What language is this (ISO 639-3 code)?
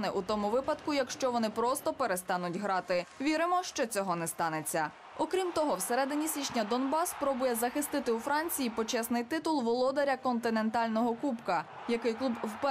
ukr